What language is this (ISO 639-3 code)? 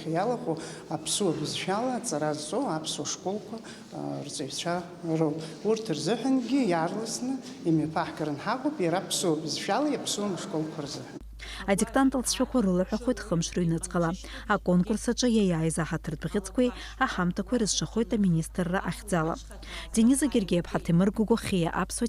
abk